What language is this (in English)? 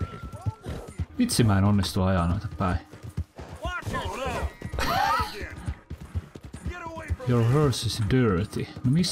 Finnish